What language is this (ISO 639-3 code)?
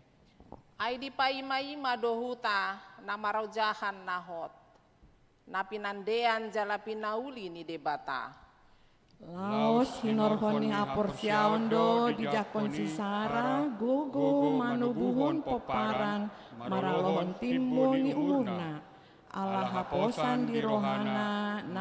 bbc